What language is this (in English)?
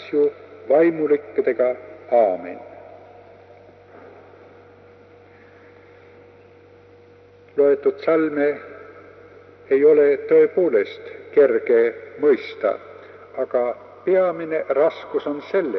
Estonian